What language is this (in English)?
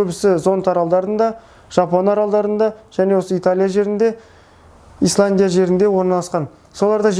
Kazakh